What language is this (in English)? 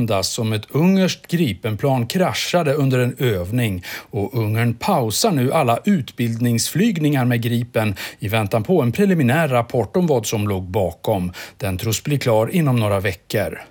Swedish